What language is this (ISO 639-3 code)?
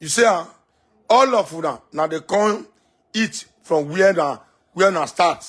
pcm